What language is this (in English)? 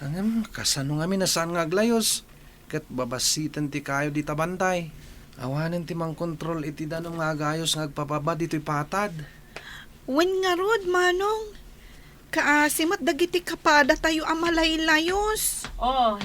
Iloko